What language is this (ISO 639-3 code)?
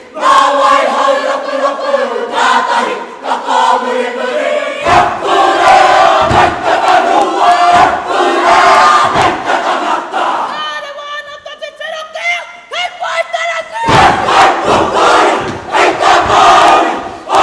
mri